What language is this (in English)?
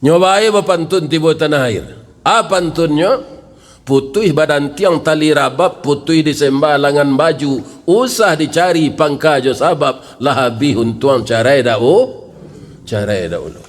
Minangkabau